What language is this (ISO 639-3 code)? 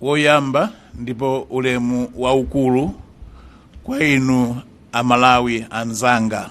nya